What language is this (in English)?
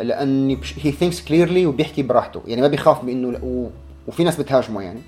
North Levantine Arabic